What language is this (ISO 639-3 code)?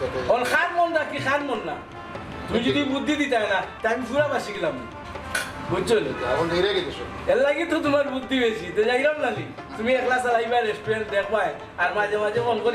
syl